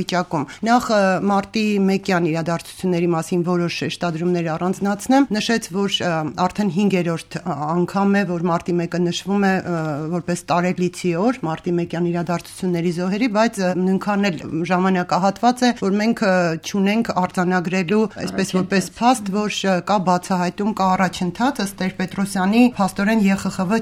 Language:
Armenian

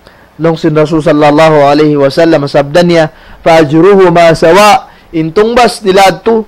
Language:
Tausug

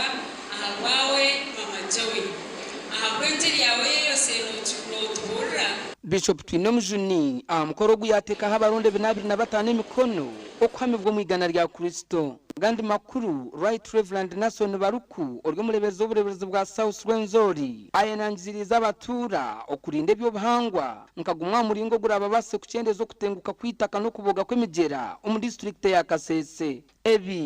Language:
Nyankole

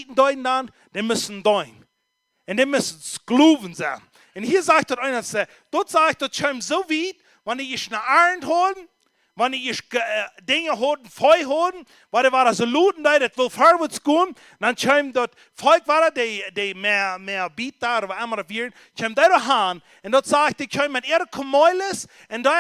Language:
Plautdietsch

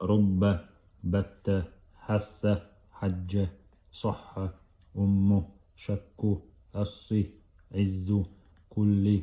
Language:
Chechen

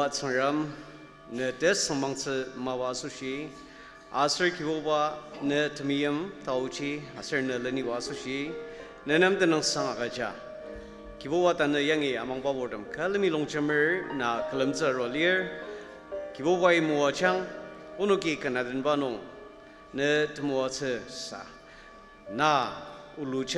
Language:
Ao Naga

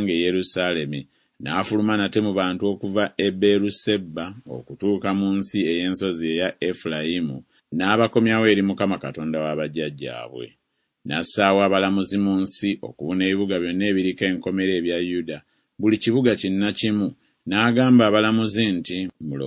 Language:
Ganda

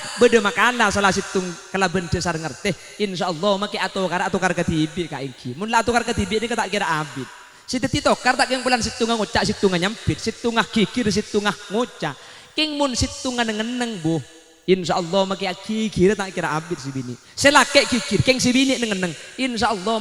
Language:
Madurese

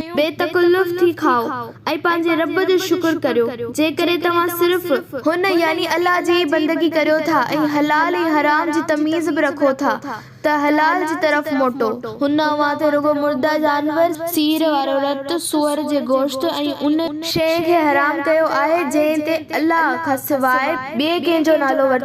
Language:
Sindhi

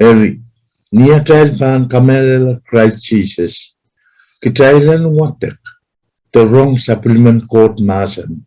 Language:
Pohnpeian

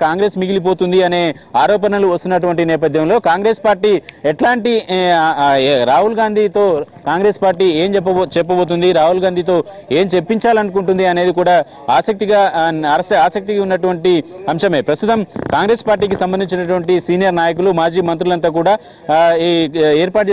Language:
Telugu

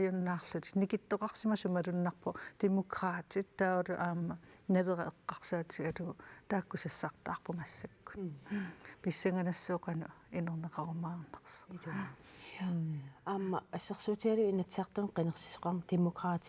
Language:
Kalaallisut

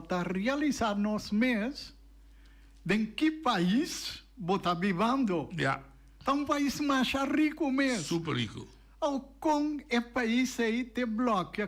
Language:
Papiamento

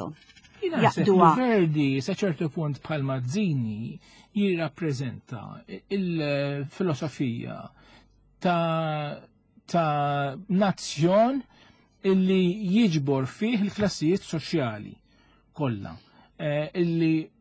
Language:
Maltese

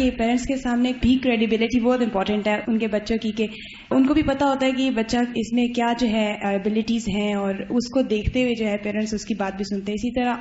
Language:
Urdu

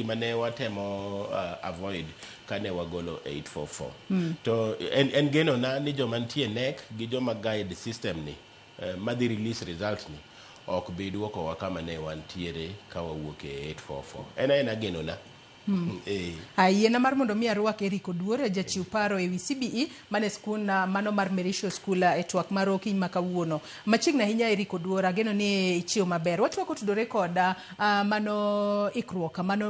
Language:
Luo (Kenya and Tanzania)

